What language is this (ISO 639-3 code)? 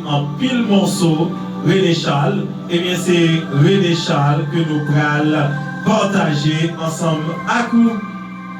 hat